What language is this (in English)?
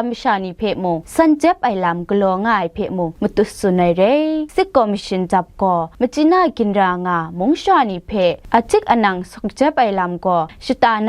Kachin